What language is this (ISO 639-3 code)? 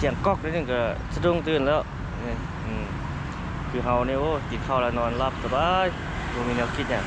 lao